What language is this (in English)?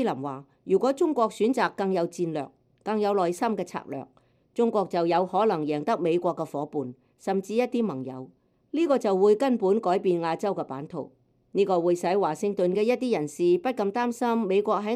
Cantonese